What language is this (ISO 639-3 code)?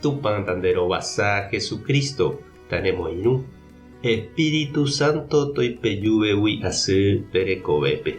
grn